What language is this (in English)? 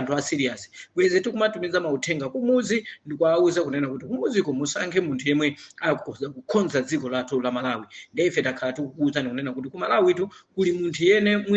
Nyanja